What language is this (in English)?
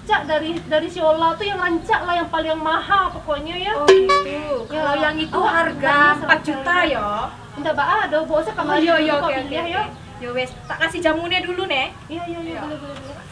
Minangkabau